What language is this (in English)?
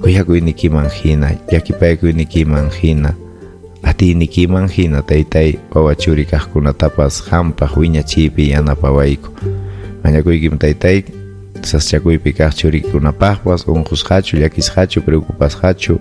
Ayacucho Quechua